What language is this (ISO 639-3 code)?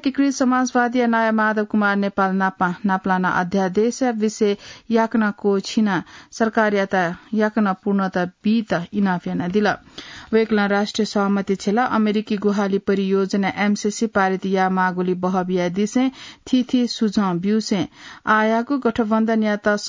new